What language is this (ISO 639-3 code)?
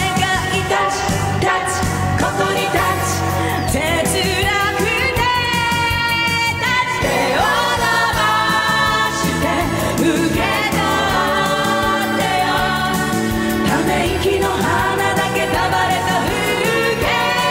jpn